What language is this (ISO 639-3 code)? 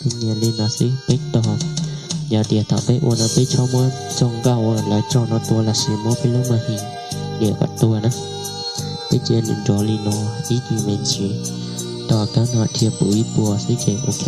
hmn